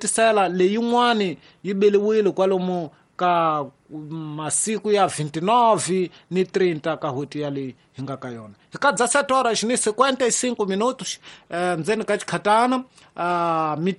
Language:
Tsonga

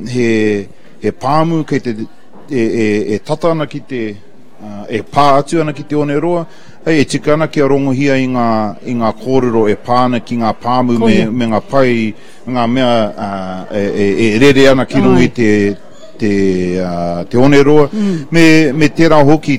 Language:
Māori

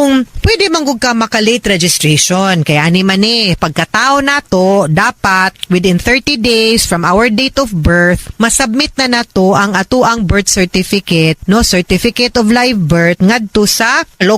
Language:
Cebuano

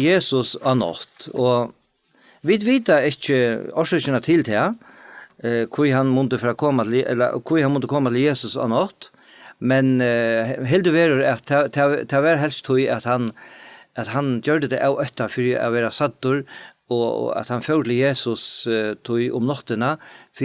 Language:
Faroese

